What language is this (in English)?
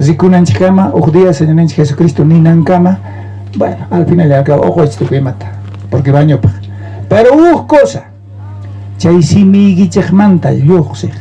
South Bolivian Quechua